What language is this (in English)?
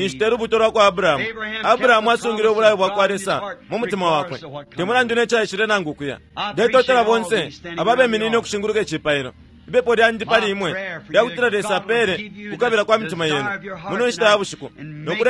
Bemba